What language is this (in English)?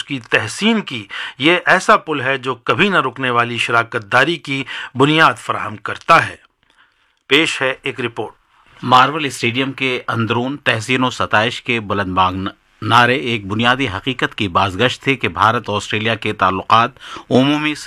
Urdu